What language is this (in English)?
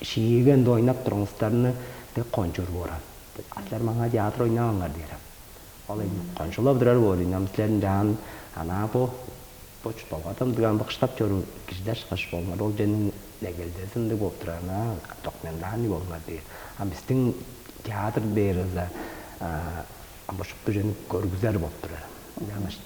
Tuvinian